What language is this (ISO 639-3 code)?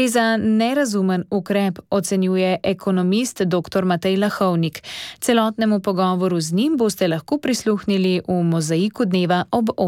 slv